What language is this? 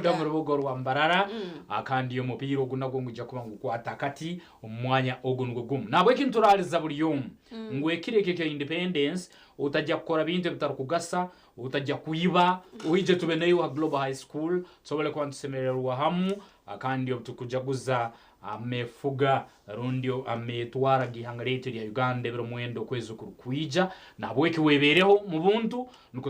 Nyankole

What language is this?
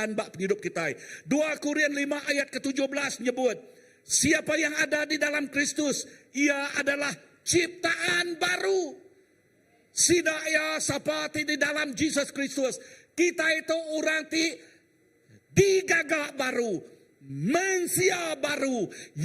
Iban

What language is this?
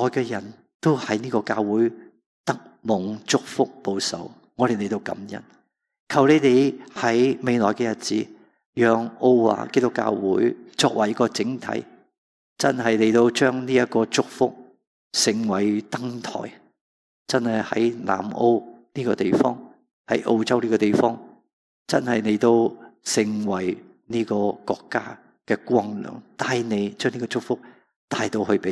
Cantonese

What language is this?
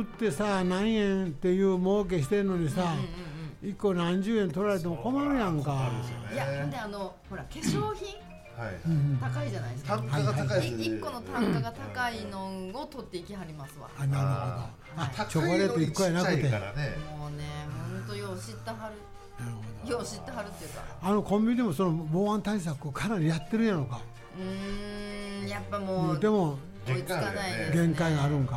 Japanese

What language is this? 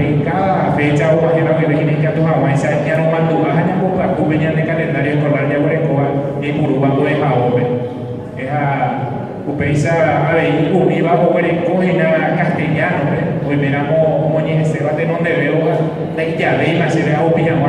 Guarani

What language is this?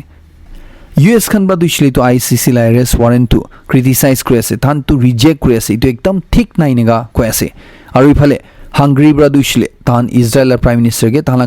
Naga Pidgin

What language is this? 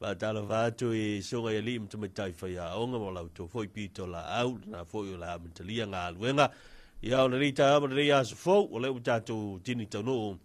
Samoan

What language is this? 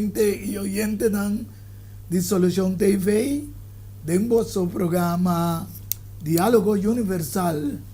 Papiamento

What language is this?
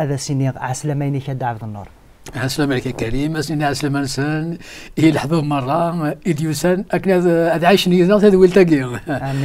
Kabyle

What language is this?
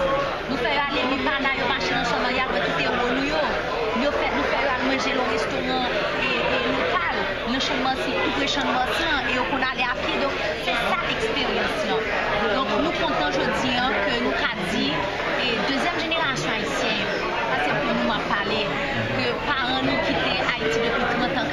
Haitian Creole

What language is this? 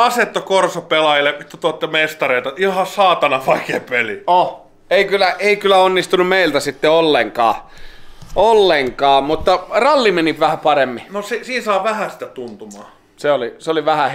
Finnish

